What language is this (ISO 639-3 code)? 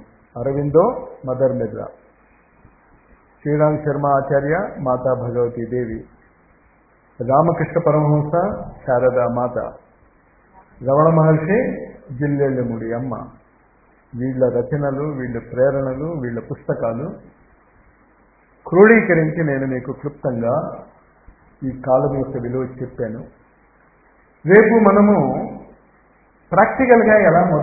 tel